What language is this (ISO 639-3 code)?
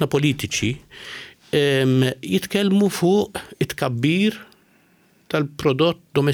mlt